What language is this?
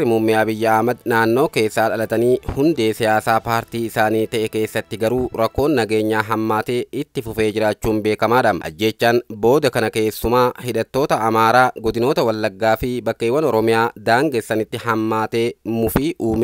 Oromo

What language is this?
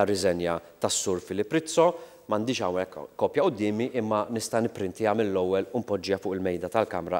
Maltese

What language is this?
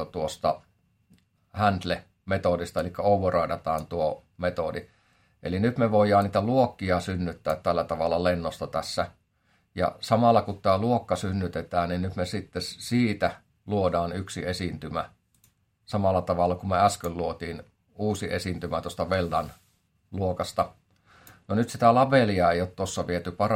Finnish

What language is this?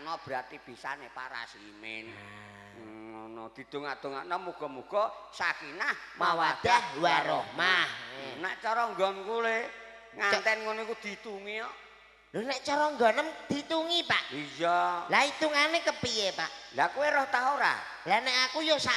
Javanese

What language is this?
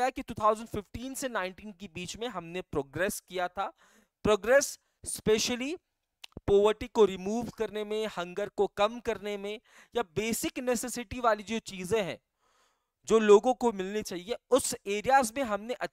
Hindi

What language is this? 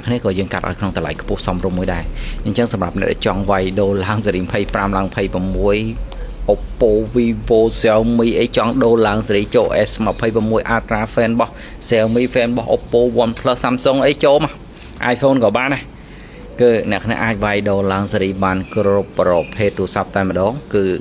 Khmer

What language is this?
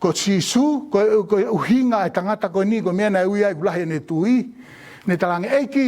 Tongan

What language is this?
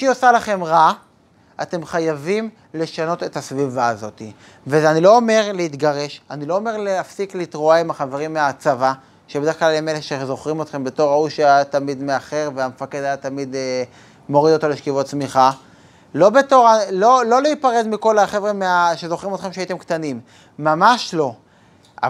Hebrew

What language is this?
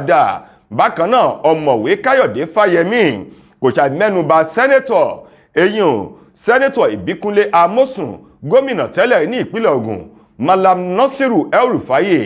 Yoruba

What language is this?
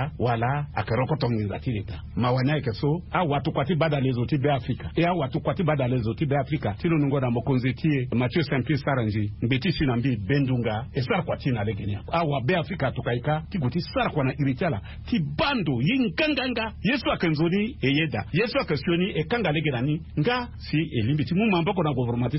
Sango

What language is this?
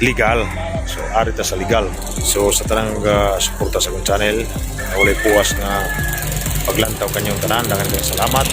Cebuano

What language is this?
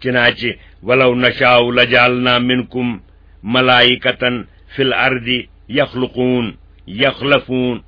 Kashmiri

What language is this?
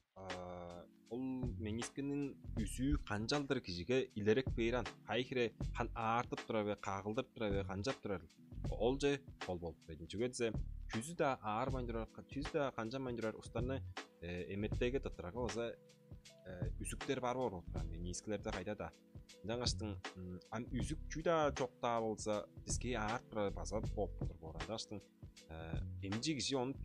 Tuvinian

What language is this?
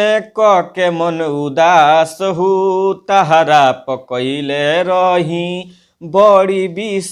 Bhojpuri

